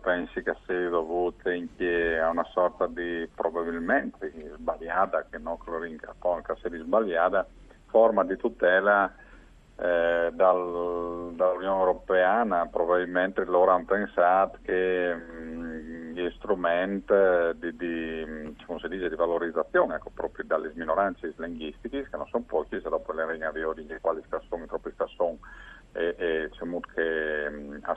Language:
Friulian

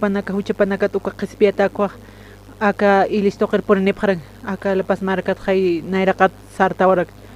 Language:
Aymara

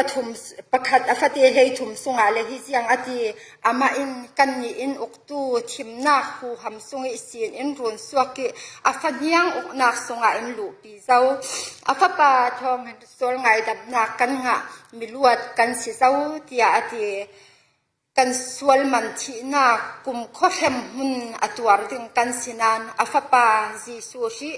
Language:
Falam Chin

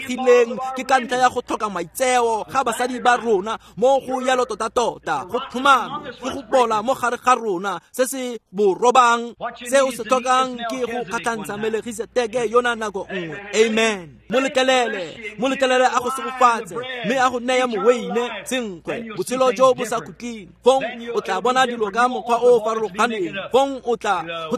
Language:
Tswana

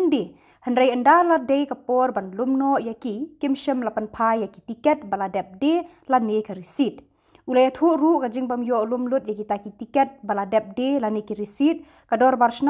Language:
Khasi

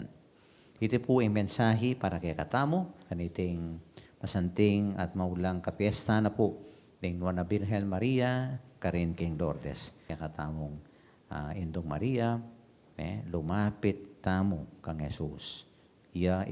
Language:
Pampanga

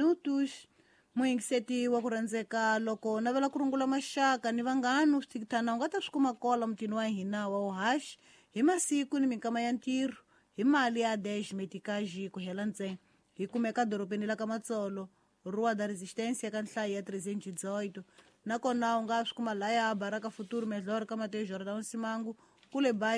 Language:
Tsonga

